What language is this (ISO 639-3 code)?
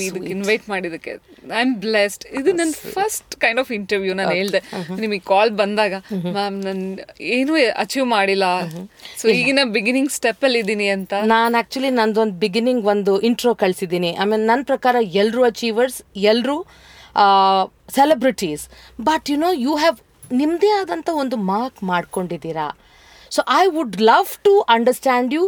kan